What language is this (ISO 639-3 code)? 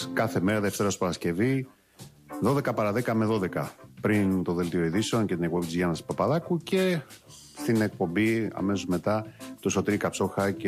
ell